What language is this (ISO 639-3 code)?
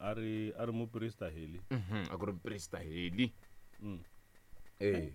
tso